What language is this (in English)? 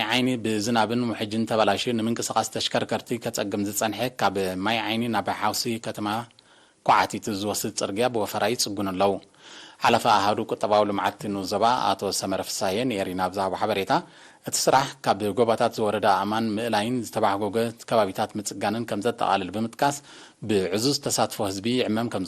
Tigrinya